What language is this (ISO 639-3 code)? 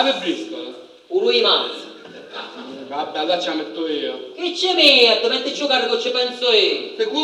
scn